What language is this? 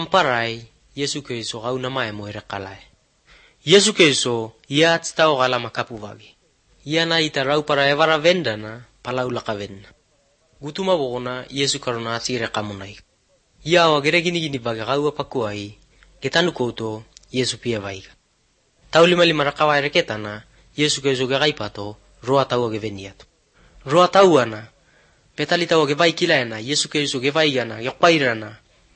Basque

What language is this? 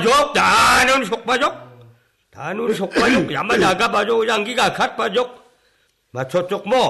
Garo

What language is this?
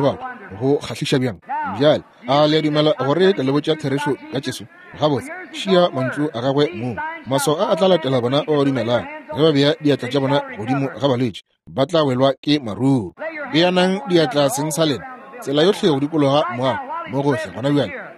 Northern Sotho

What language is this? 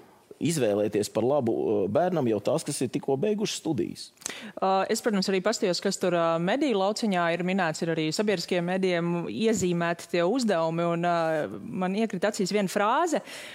Latvian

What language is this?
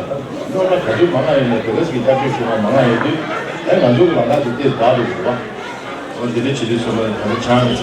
Tibetan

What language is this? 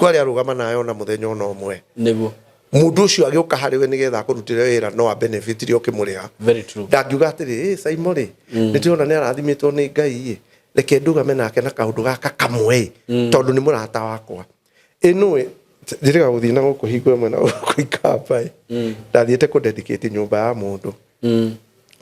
Kikuyu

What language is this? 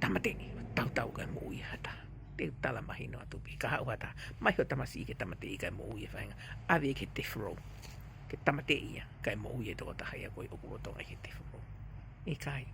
Tongan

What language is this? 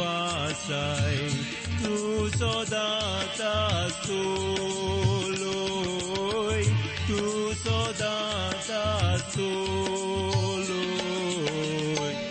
Konkani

